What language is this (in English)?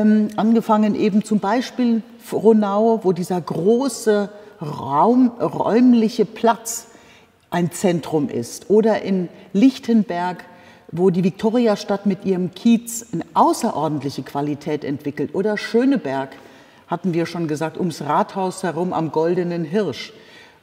German